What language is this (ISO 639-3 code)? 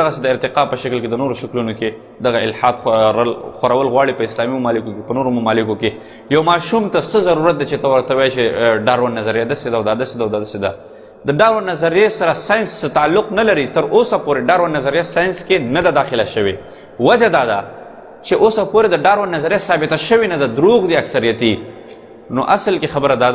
pus